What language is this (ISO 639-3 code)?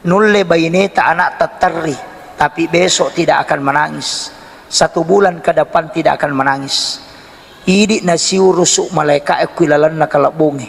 bug